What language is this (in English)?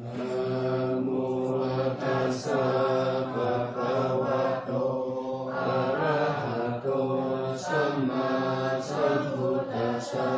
Pali